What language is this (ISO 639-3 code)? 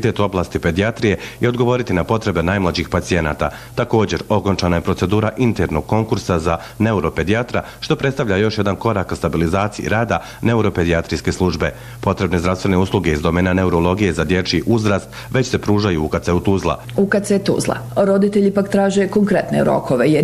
bos